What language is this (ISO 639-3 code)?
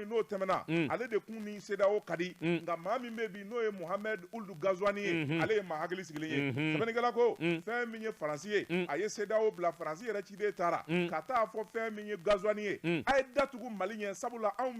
bam